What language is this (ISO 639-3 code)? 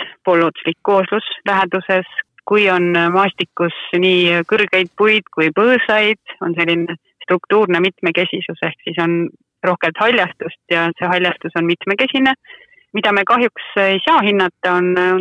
est